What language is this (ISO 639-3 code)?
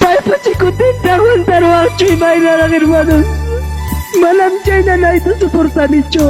quy